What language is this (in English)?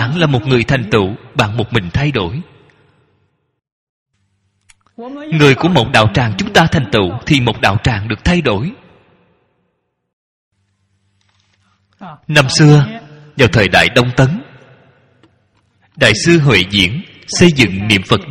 Vietnamese